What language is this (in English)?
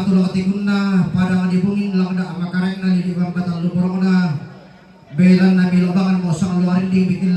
Toraja-Sa'dan